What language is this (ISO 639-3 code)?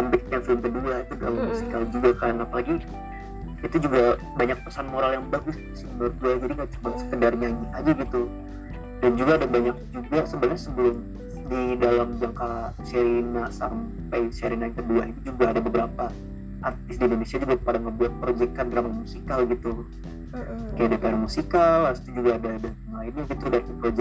ind